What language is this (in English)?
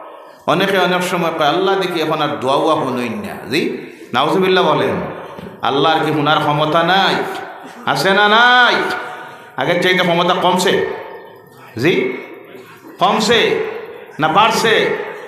Sylheti